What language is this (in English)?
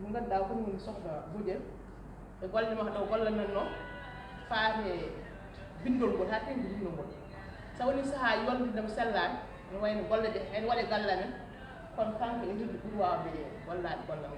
Fula